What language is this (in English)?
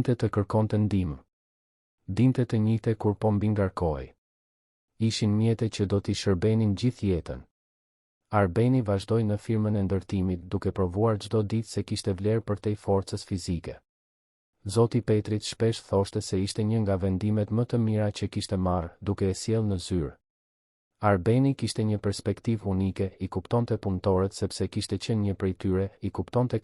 Albanian